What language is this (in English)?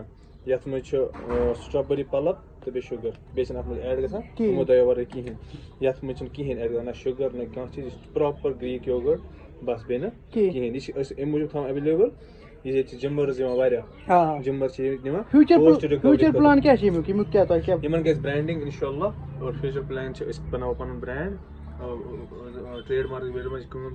Kashmiri